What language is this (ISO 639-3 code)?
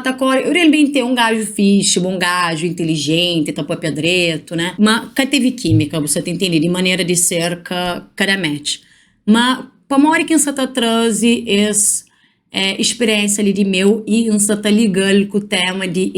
kea